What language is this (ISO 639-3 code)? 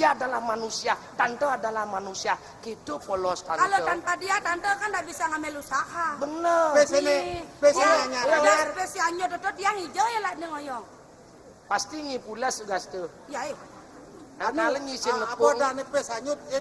ban